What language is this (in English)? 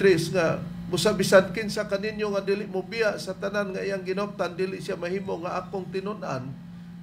Cebuano